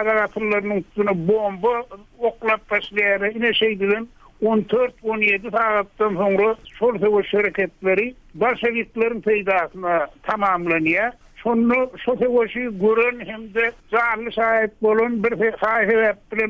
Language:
Turkmen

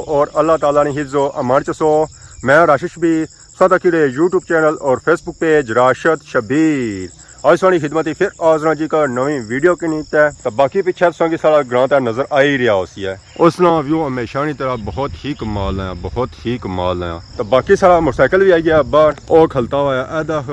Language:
Pahari-Potwari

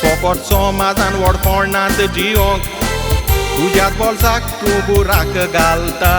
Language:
Konkani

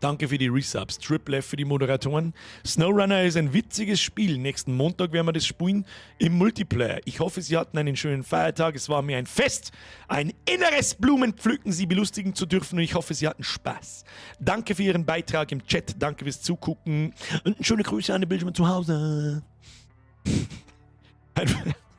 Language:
Bavarian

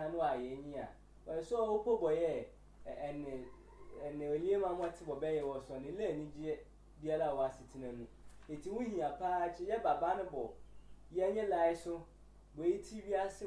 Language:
Sehwi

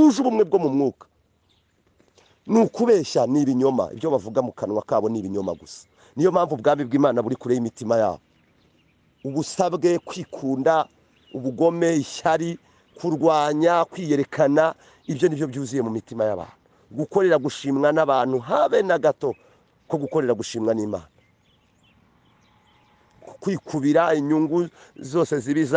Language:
Kinyarwanda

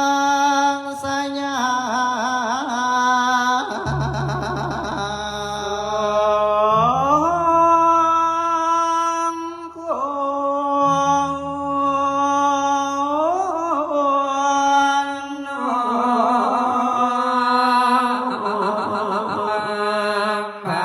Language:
Pali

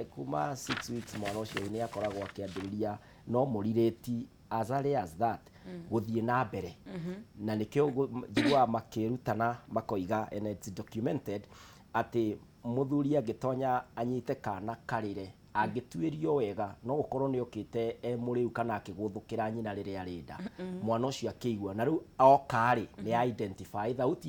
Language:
Kikuyu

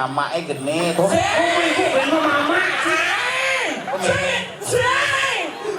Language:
Balinese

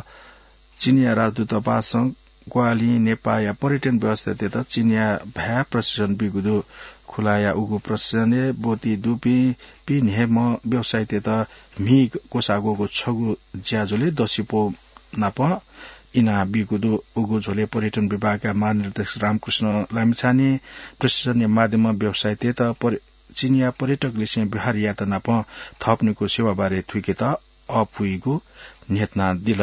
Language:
Newari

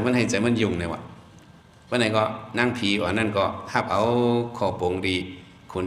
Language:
Shan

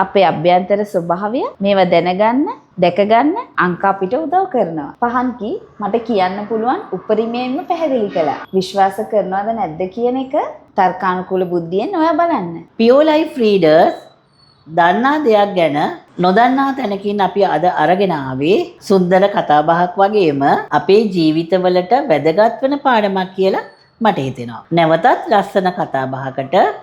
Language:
Sinhala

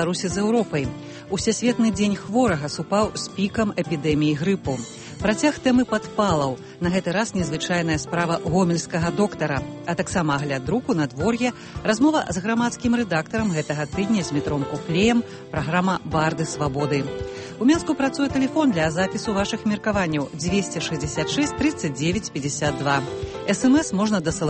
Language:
Belarusian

